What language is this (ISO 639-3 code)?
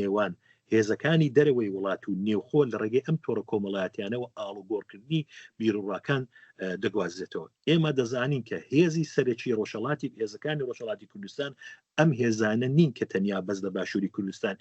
ckb